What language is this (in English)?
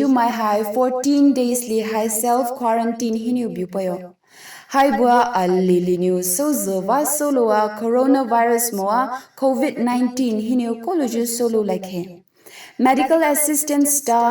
Poumei Naga